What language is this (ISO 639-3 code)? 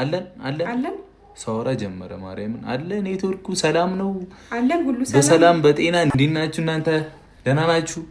amh